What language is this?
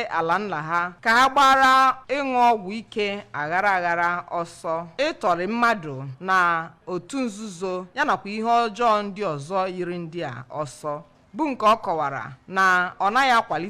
Igbo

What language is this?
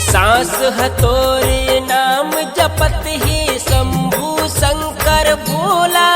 Chhattisgarhi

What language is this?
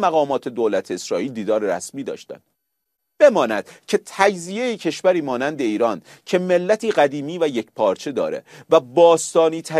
Persian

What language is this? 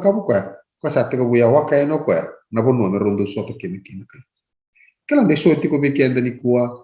Fijian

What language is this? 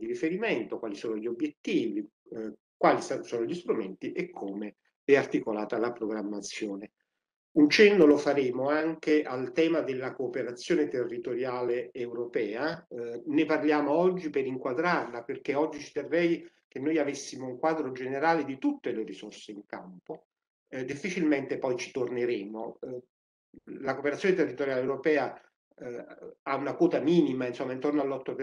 Italian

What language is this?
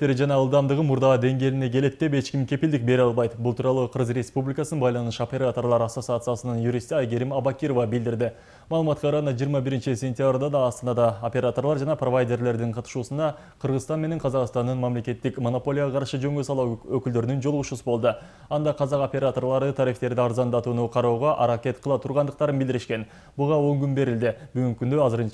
Kyrgyz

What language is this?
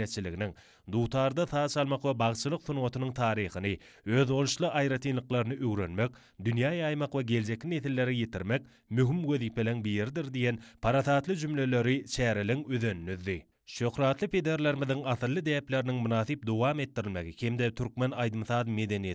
Turkmen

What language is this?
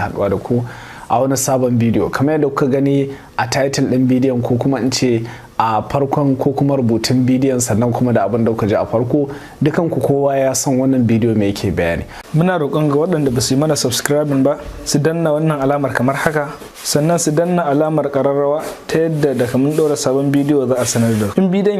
Hausa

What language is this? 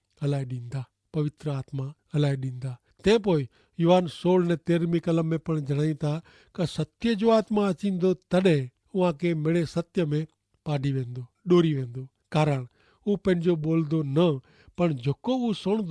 Kachhi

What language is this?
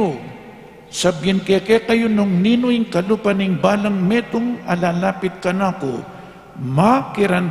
Pampanga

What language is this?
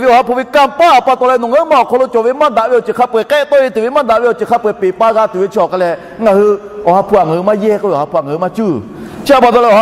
Lahu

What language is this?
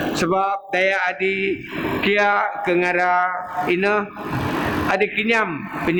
Biatah Bidayuh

